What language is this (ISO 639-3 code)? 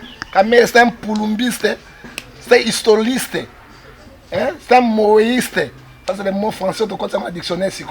lin